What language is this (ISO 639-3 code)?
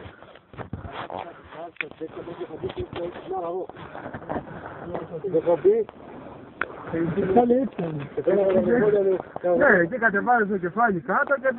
ell